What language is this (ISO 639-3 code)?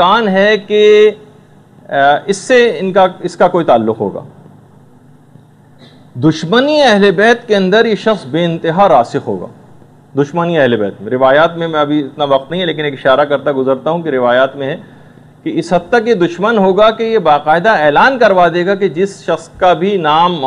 urd